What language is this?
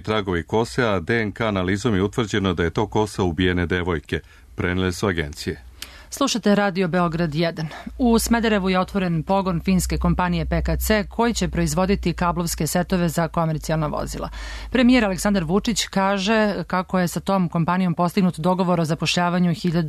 Serbian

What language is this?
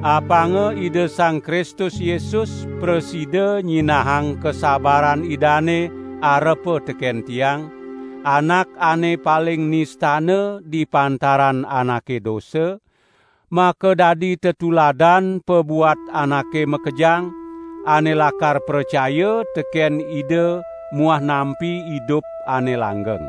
Balinese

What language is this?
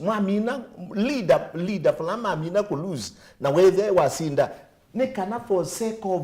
Kamba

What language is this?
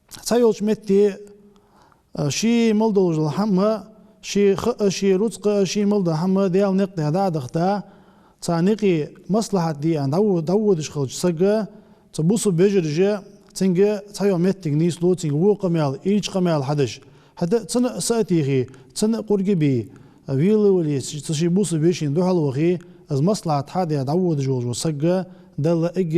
Ingush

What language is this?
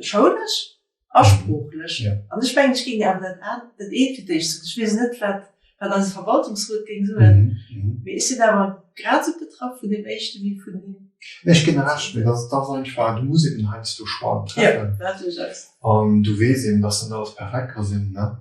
Luxembourgish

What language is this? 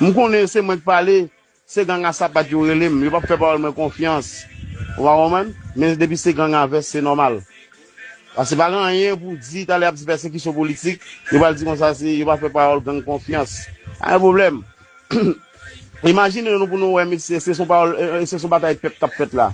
Haitian Creole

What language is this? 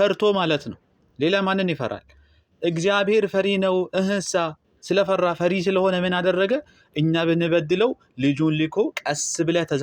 Amharic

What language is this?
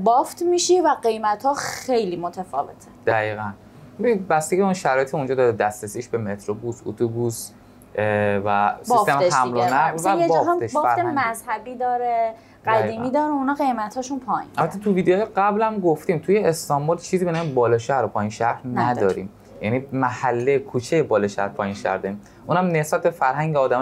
Persian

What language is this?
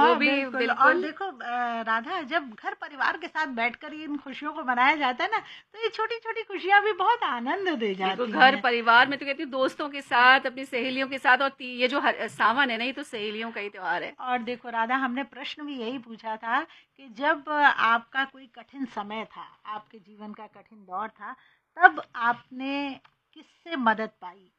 Hindi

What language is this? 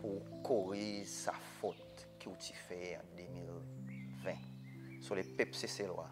Seselwa Creole French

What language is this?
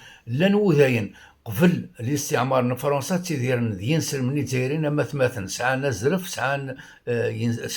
Kabyle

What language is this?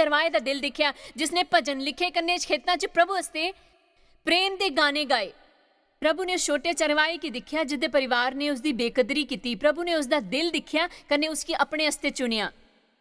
Dogri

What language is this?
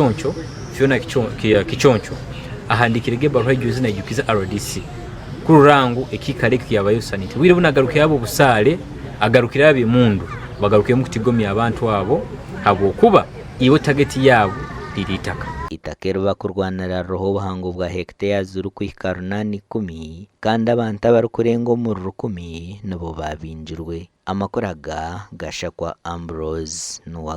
Nyankole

